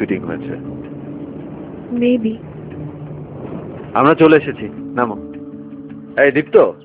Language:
Bangla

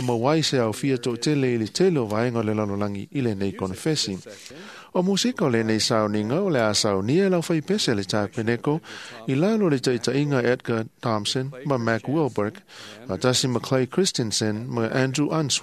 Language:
Samoan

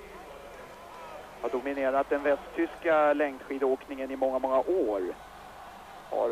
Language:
Swedish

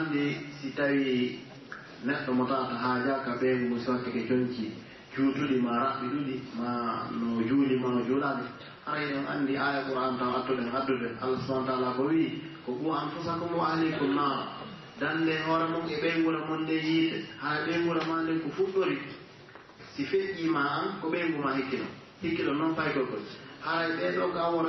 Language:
Pular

